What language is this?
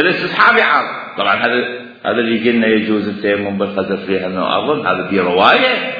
Mesopotamian Arabic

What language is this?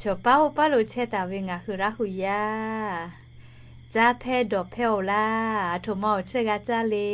Lahu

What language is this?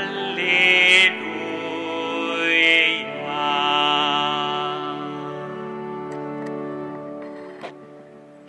Italian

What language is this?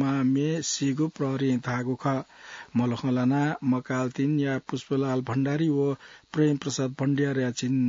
Newari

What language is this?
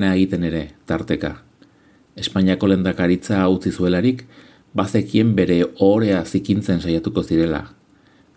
Basque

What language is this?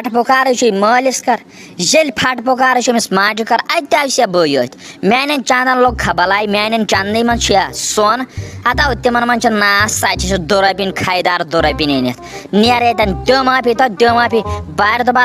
Kashmiri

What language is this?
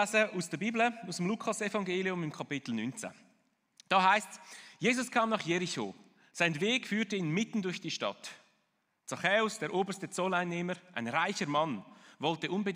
Swiss German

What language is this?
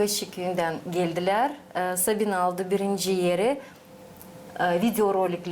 Gagauz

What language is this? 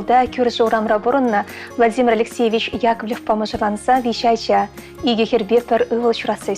Chuvash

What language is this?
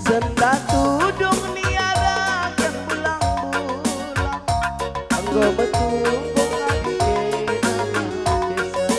Batak Karo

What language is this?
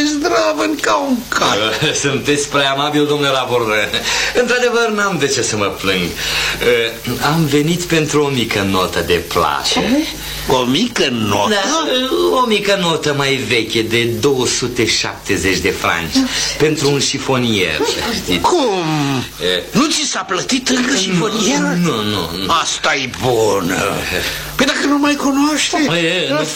Romanian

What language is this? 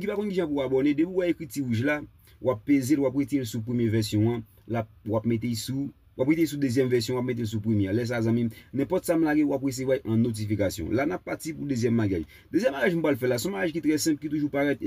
Haitian Creole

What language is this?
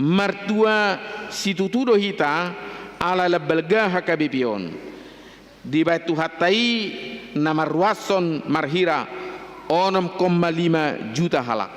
Batak Toba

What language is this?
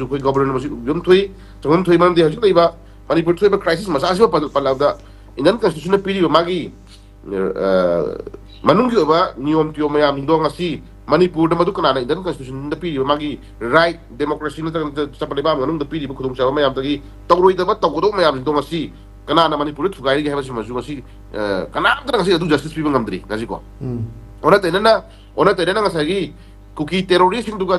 Manipuri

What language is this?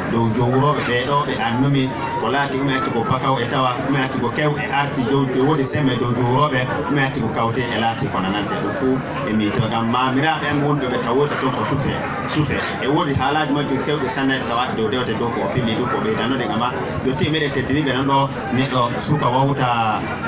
Fula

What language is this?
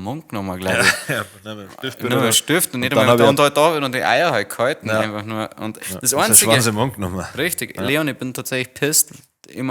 Bavarian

